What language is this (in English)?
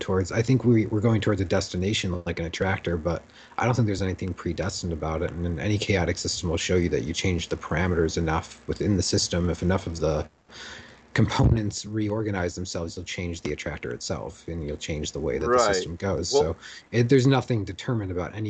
English